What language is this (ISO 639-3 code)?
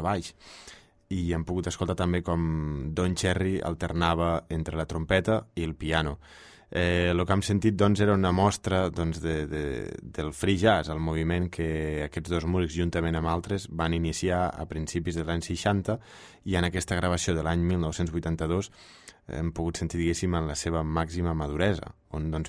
cat